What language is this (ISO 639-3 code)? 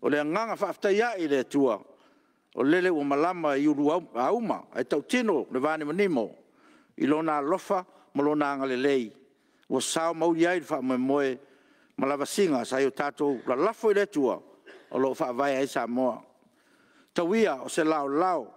smo